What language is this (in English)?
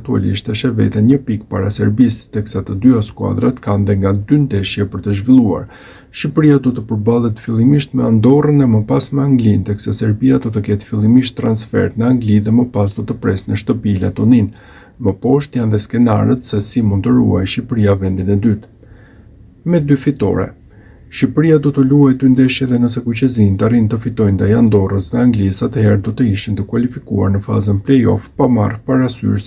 Albanian